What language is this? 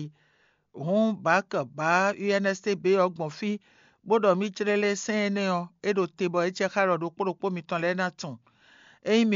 Fon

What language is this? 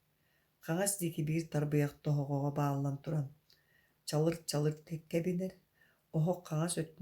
Yakut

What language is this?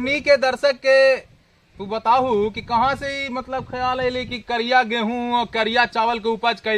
Magahi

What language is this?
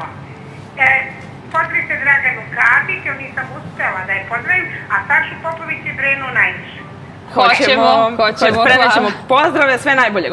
Bosnian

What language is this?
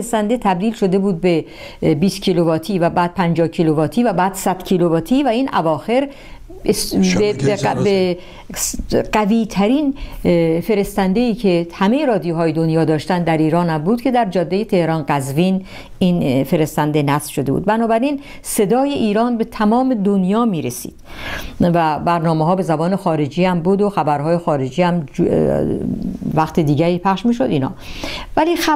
Persian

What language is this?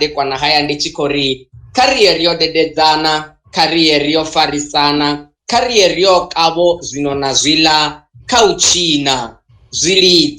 Venda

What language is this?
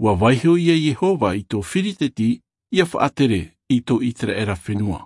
Tahitian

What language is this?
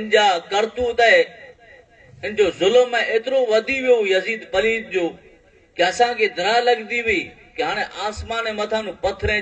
Kachhi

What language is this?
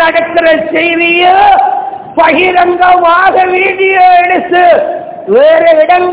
Tamil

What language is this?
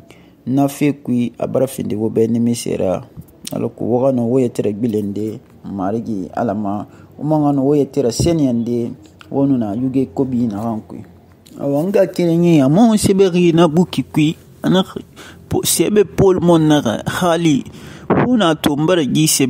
Susu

